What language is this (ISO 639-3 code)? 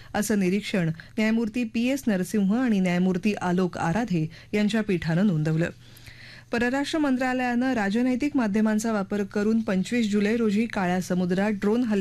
mar